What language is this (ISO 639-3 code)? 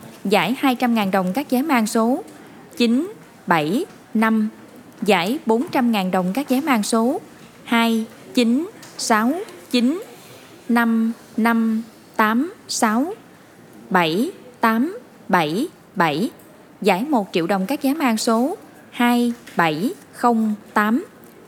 vie